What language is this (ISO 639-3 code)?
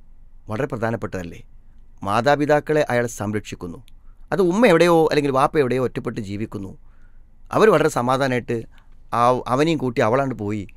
mal